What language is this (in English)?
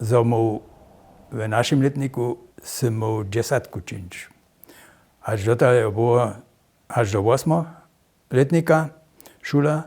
Upper Sorbian